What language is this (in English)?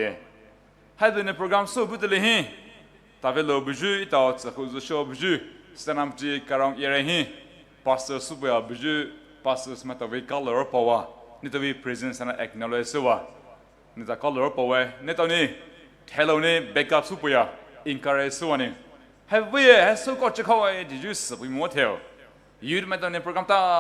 Poumei Naga